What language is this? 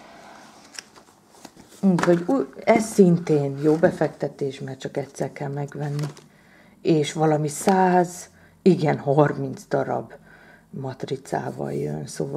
Hungarian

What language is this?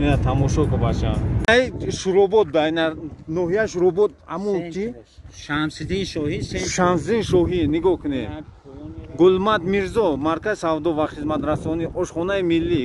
Tajik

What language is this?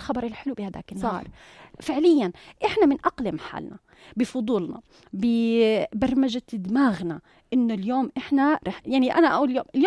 North Levantine Arabic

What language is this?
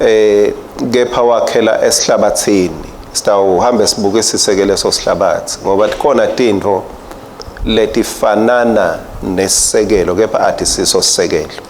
Swati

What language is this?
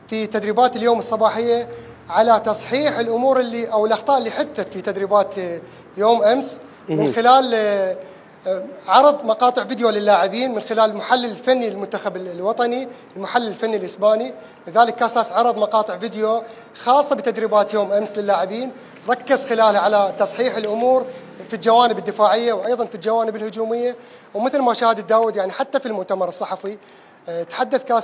Mesopotamian Arabic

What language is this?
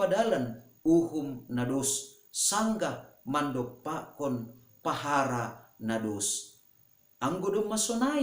Batak Simalungun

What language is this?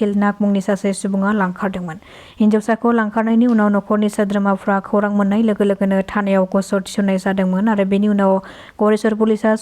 Bodo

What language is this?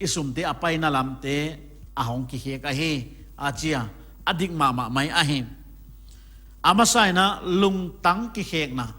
Paite Chin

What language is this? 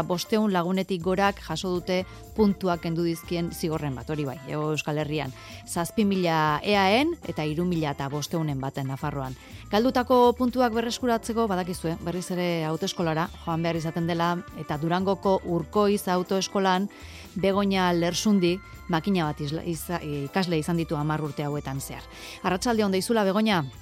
Basque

